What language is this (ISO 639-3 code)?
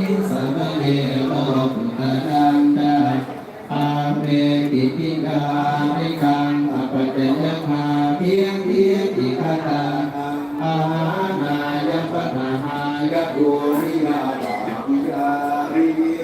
pli